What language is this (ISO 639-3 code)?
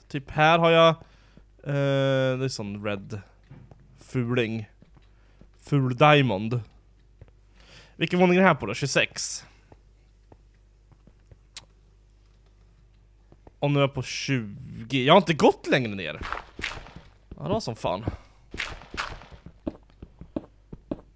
swe